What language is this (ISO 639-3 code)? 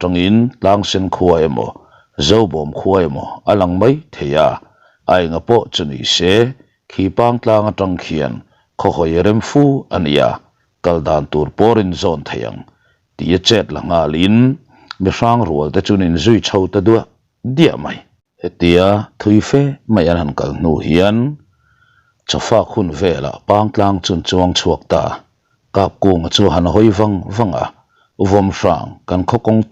lus